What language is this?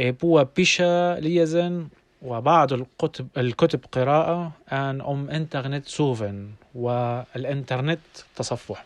North Levantine Arabic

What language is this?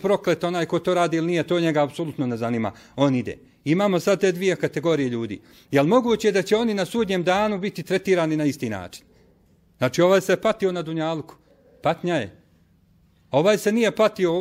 Bosnian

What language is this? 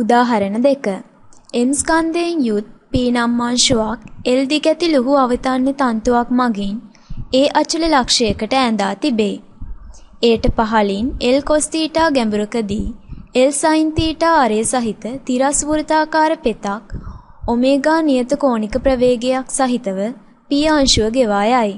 Sinhala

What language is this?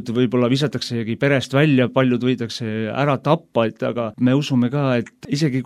Estonian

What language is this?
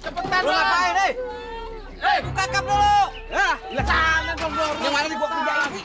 Betawi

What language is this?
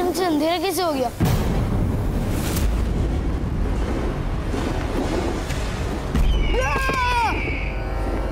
Hindi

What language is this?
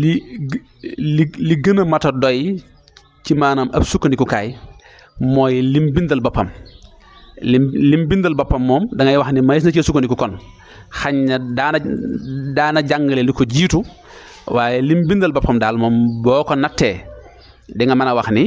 Wolof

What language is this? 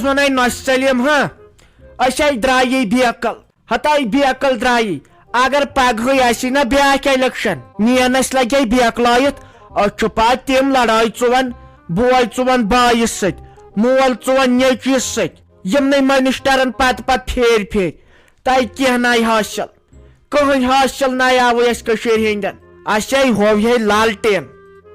Kashmiri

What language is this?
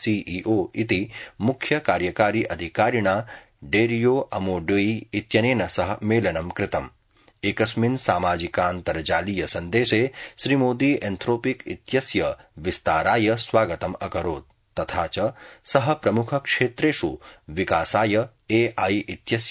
Sanskrit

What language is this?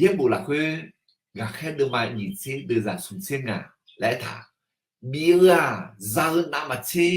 Akha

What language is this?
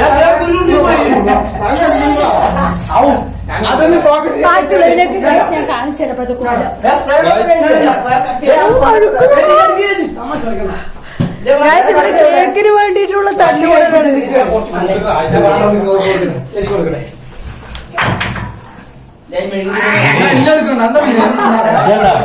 Malayalam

